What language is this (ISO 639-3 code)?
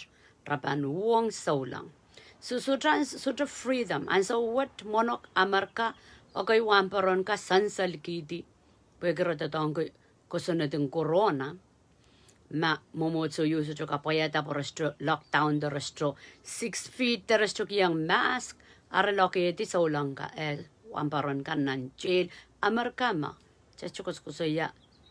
pon